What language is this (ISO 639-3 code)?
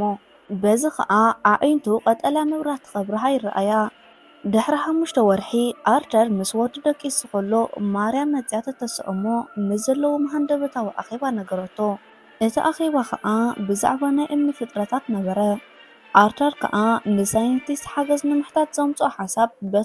tir